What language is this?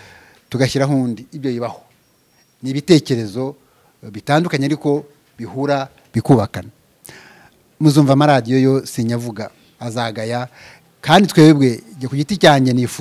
Kinyarwanda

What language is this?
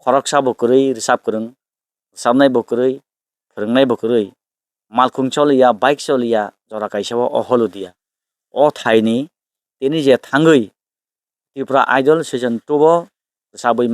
Kok Borok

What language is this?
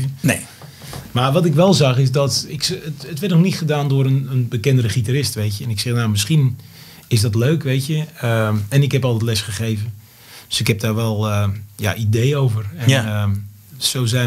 Dutch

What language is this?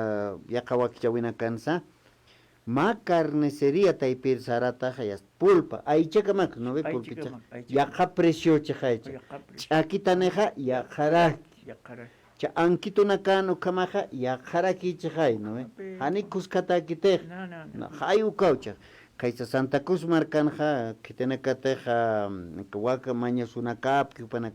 Aymara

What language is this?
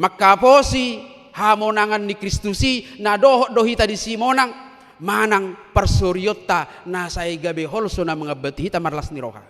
Batak Toba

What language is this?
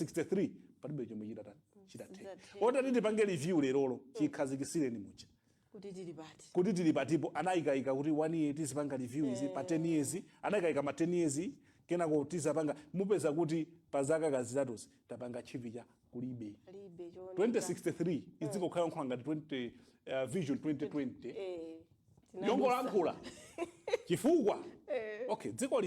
Nyanja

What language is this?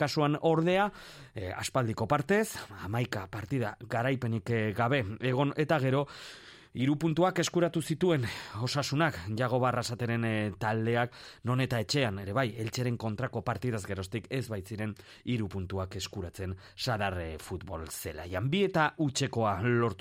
Basque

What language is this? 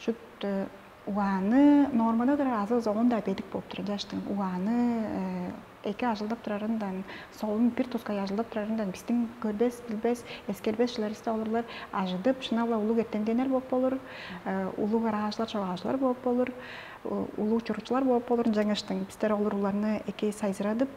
Tuvinian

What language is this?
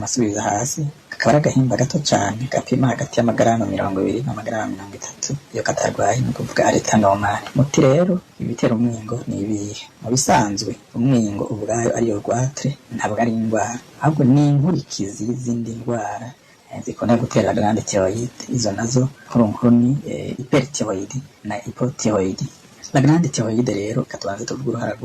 Rundi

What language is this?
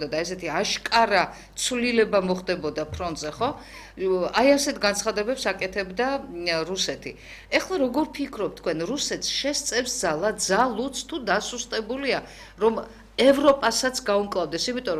Georgian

